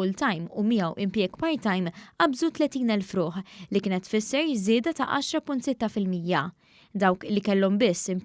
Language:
Maltese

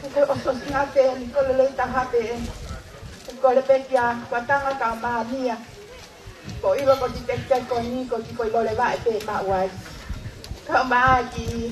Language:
Tongan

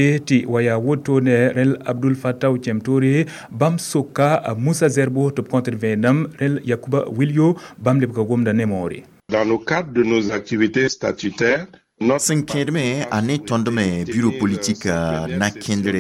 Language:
Mossi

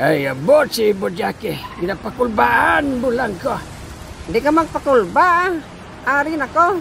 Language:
Hiligaynon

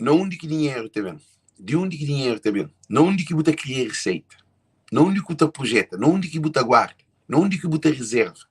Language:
Kabuverdianu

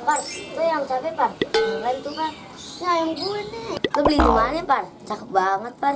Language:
Betawi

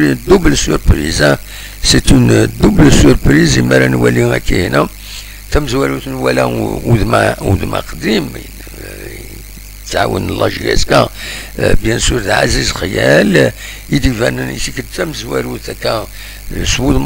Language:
Kabyle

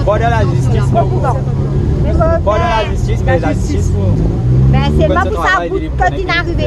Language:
Morisyen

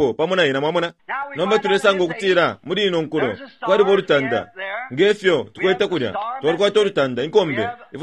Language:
Bemba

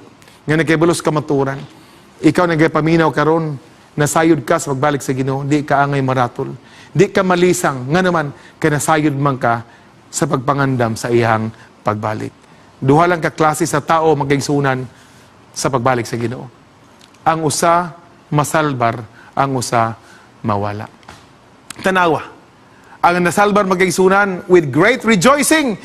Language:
Cebuano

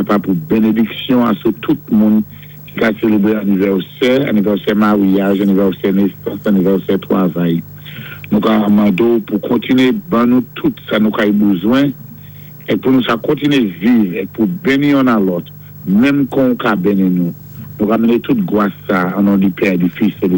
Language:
Saint Lucian Creole French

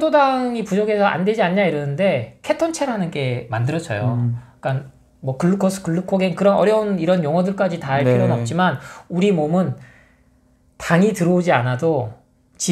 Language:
Korean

